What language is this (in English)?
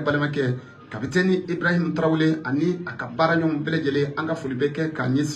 Bambara